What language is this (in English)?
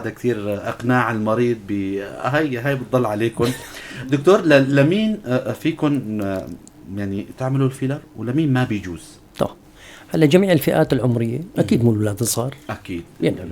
North Levantine Arabic